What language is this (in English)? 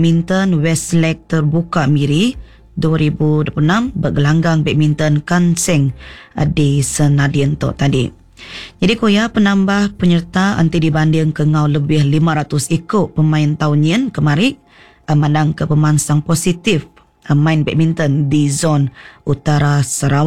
Iban